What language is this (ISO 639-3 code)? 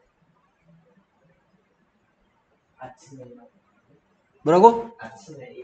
kor